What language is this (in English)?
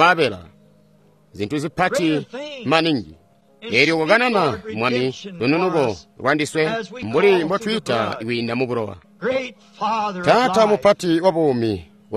Tonga (Zambia)